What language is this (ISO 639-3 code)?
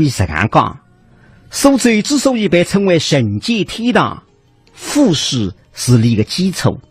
wuu